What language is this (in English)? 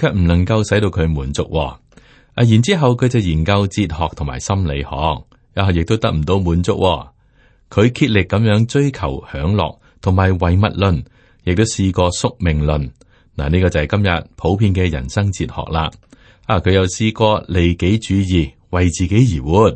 Cantonese